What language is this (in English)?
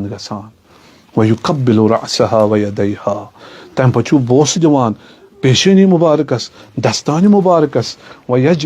Kashmiri